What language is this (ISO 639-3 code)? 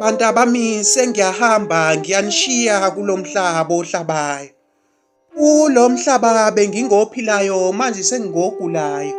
zul